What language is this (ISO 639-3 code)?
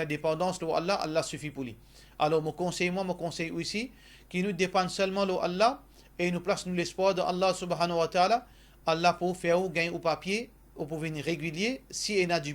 mfe